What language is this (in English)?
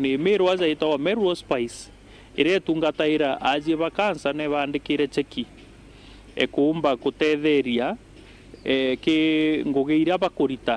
Meru